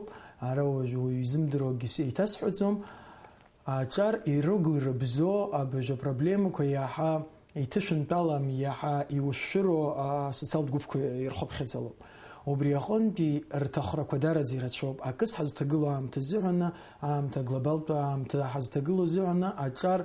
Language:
Abkhazian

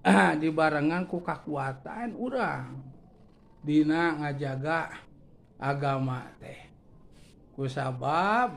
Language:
Sundanese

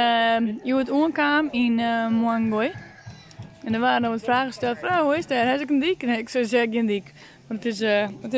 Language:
Western Frisian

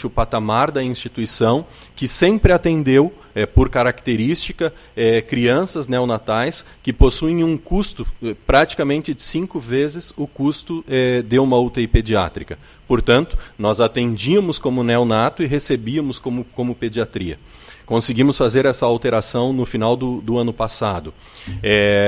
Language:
Portuguese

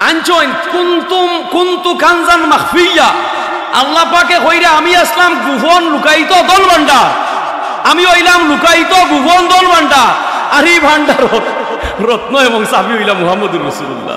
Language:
Sylheti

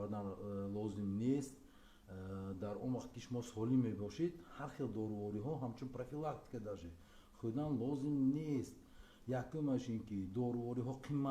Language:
Tajik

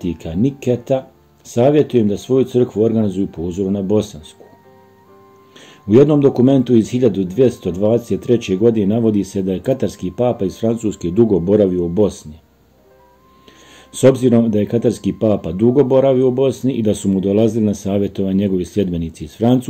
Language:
Bosnian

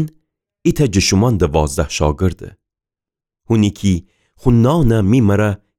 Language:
Gilaki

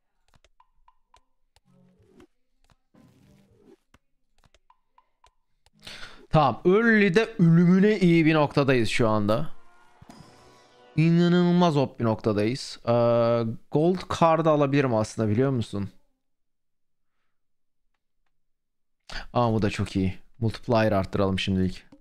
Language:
Turkish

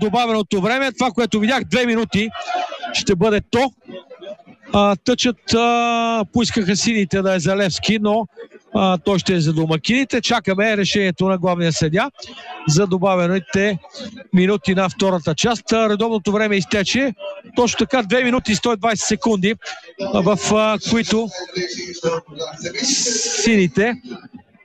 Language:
Bulgarian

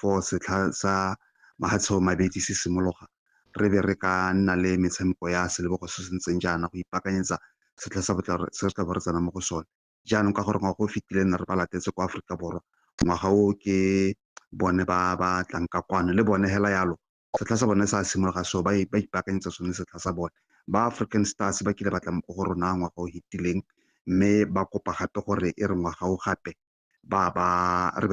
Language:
Tswana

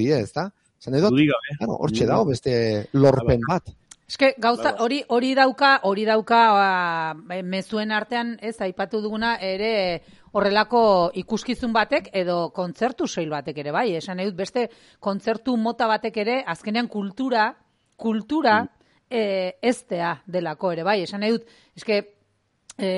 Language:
Basque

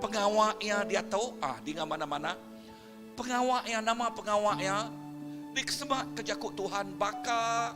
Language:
Iban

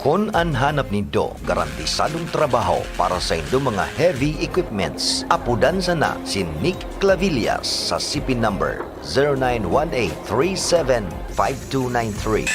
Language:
Bikol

